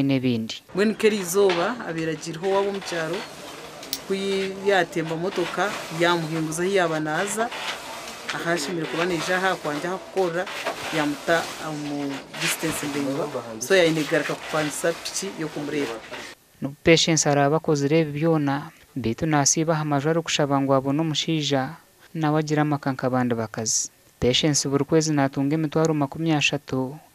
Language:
Nyankole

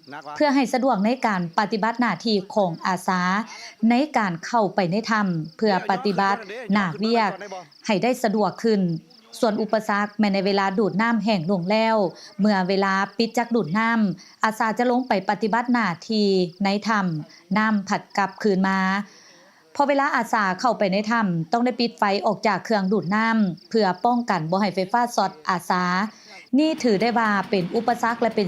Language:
Lao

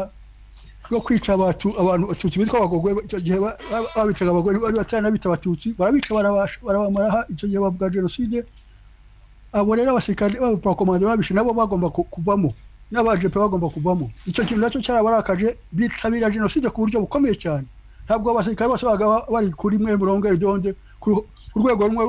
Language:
Kinyarwanda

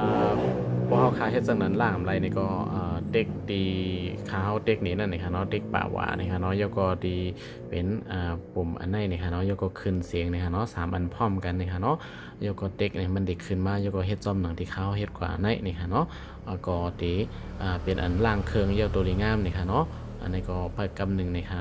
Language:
Shan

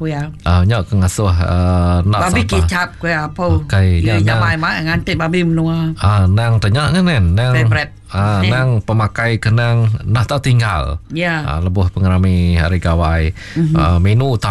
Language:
Iban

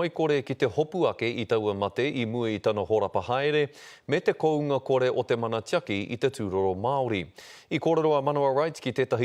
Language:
Māori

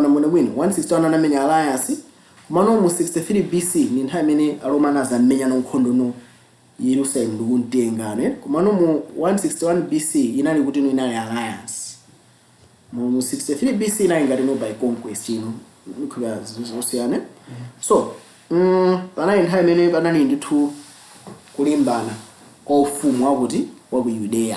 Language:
Nyanja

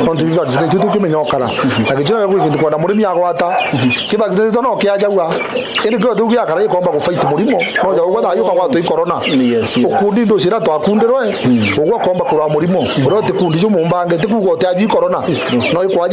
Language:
Meru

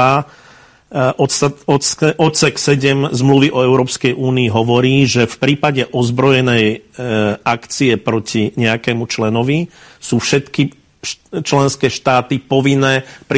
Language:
Slovak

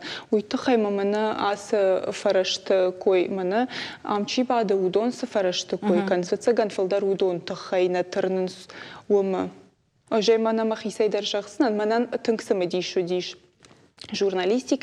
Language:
Ossetic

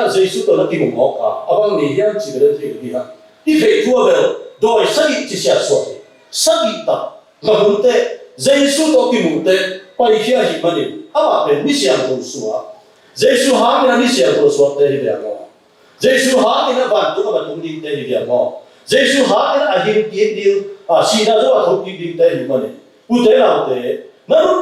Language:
Tedim Chin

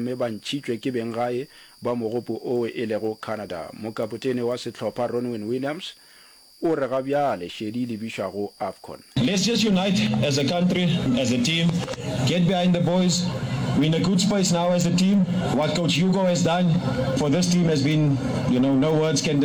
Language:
Northern Sotho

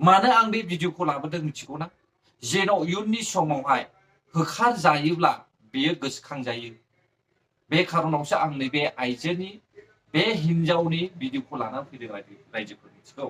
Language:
Bodo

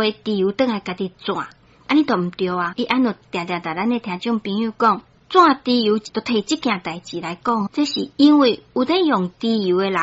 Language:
Min Nan Chinese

